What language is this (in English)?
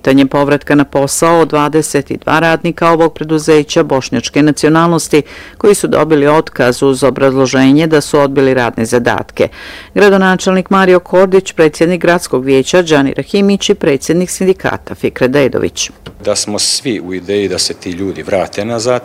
Bosnian